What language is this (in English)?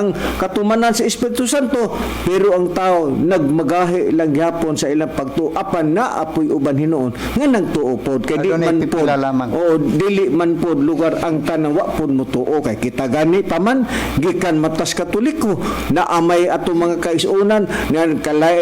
Cebuano